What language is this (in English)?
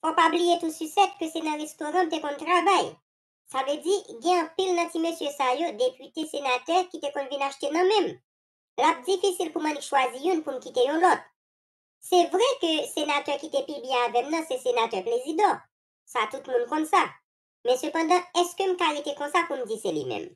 Haitian Creole